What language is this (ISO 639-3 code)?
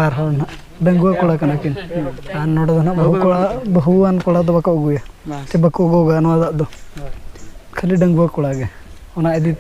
sat